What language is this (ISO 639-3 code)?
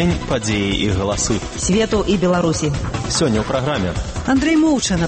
bel